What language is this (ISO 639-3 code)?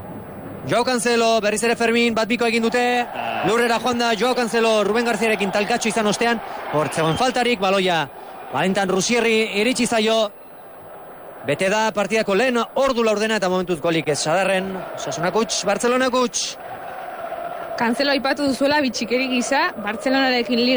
eus